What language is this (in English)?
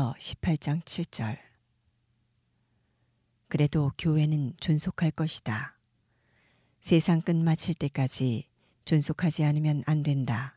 Korean